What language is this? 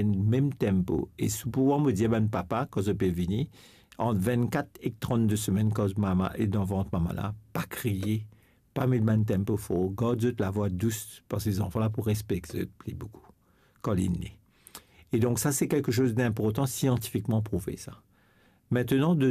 Morisyen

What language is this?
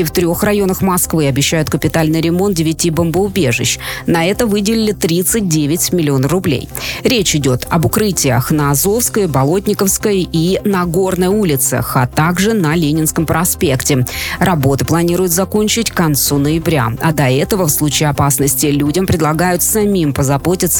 Russian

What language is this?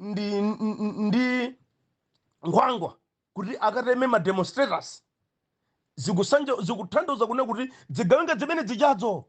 Nyanja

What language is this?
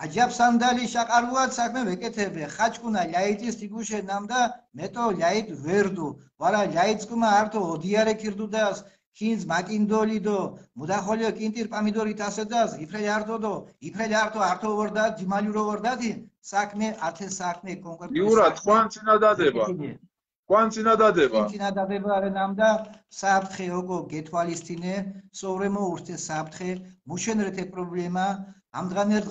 Mingrelian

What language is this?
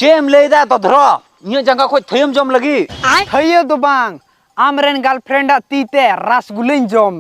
Santali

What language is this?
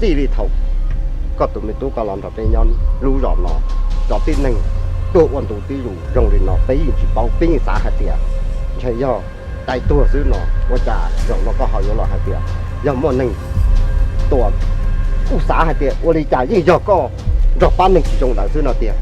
Hmong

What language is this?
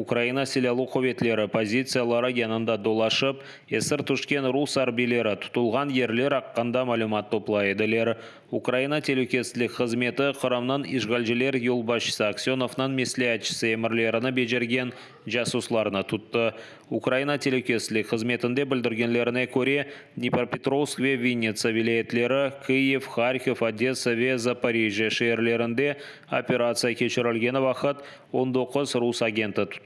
Crimean Tatar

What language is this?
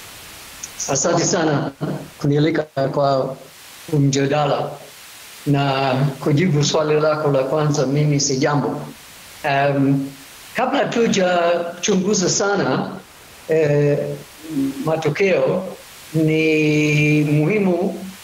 Swahili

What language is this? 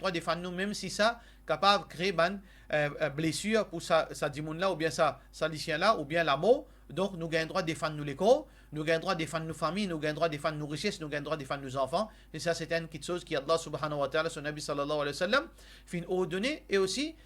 Morisyen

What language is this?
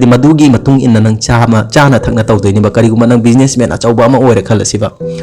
Manipuri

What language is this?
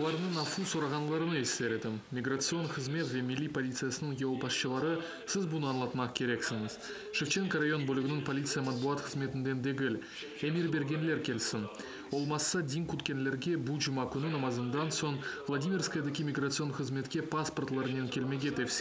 Crimean Tatar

